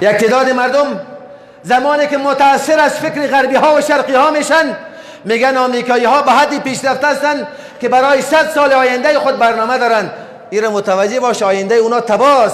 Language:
Persian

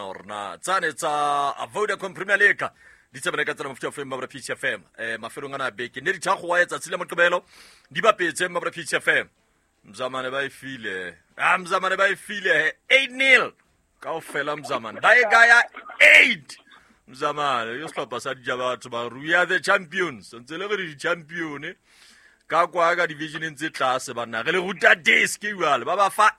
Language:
Southern Sotho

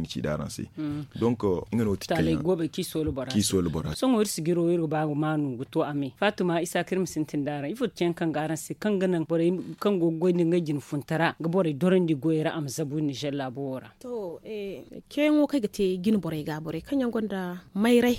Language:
Zarma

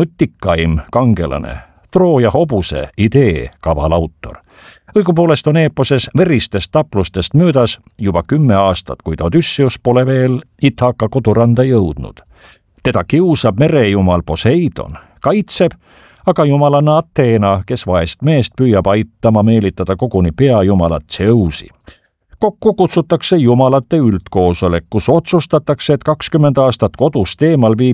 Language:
Estonian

